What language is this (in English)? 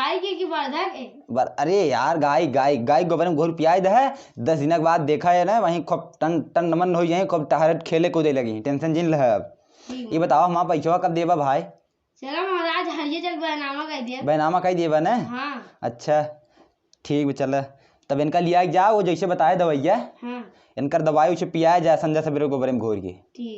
Awadhi